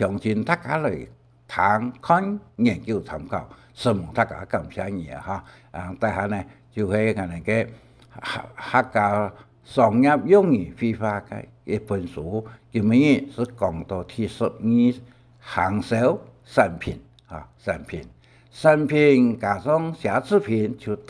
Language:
Hakka Chinese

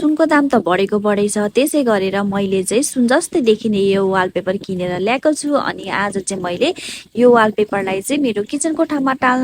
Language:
Nepali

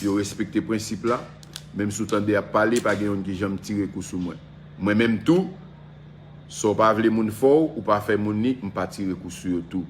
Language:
Haitian Creole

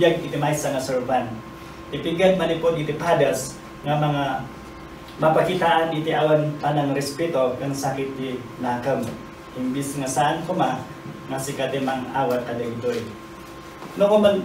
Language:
Iloko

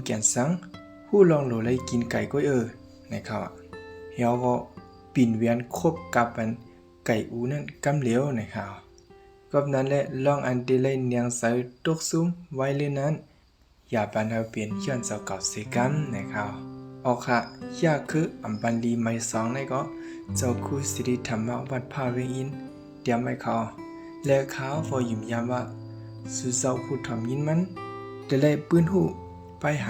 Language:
Shan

